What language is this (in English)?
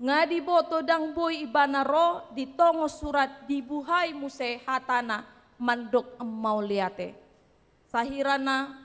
Batak Toba